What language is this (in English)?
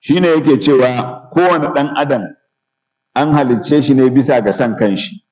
Hausa